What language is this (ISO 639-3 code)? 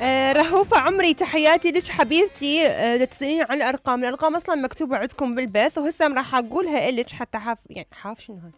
acm